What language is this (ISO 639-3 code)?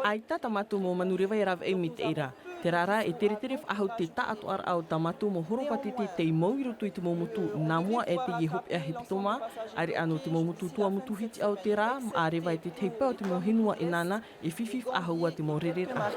tah